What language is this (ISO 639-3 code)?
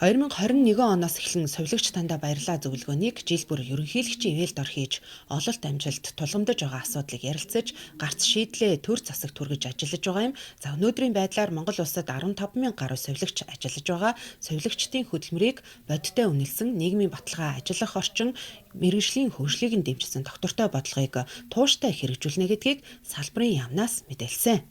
mon